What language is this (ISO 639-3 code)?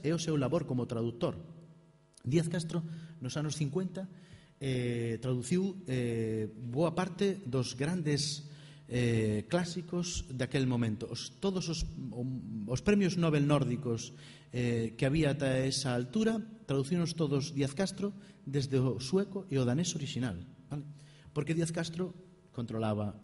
glg